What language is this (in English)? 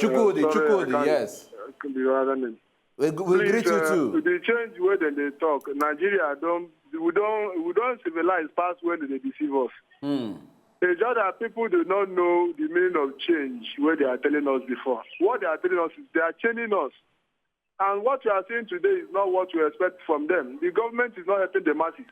Nigerian Pidgin